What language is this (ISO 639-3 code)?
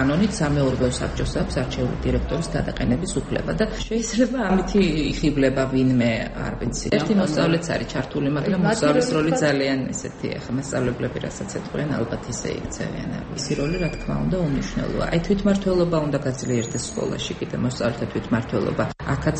kat